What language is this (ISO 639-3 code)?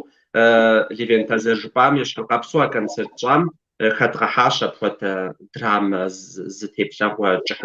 kbd